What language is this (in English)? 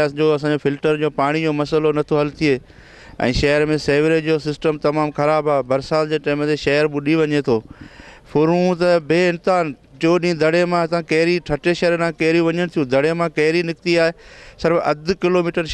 Sindhi